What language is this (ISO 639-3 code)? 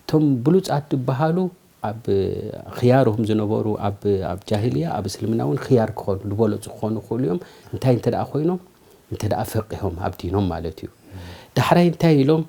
tir